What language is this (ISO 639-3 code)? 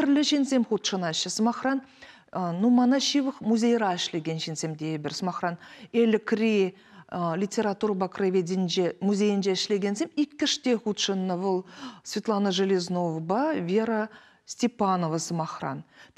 chv